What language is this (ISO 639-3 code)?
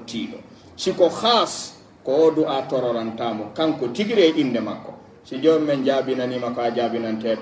fuf